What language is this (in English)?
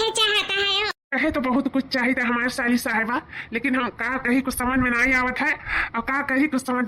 Awadhi